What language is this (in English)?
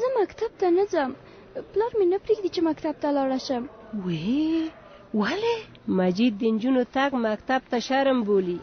Pashto